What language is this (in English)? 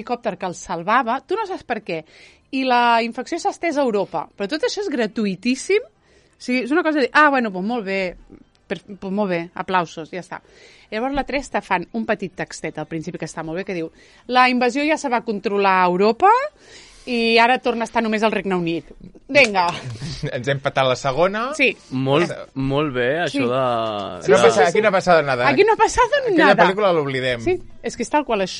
Catalan